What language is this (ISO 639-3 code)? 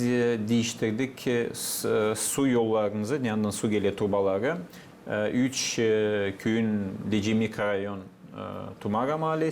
gag